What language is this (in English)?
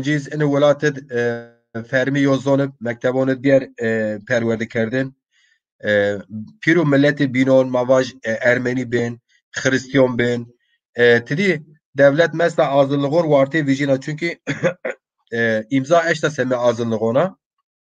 Zaza